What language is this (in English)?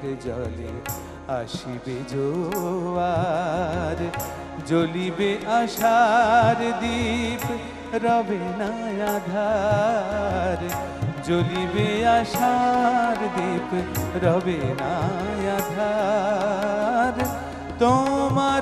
Bangla